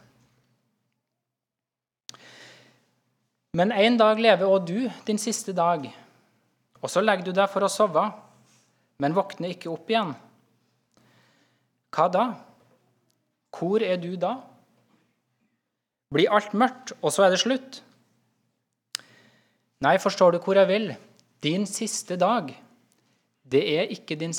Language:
Norwegian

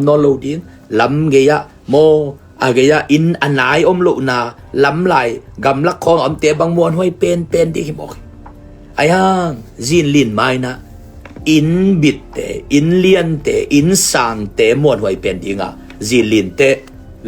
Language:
Tedim Chin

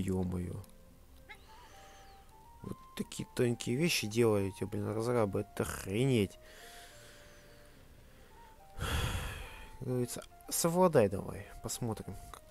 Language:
Russian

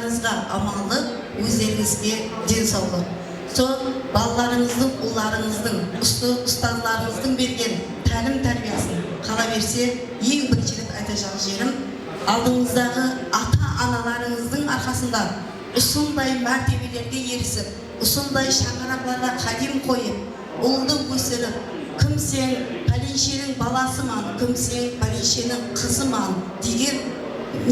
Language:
Kara-Kalpak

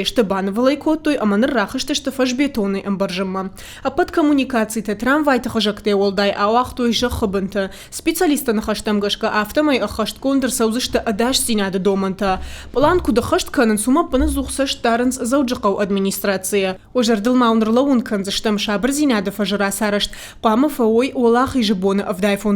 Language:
Ossetic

